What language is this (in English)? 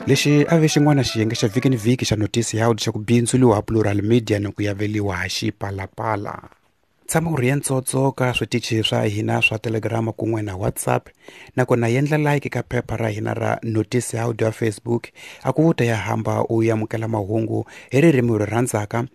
Tsonga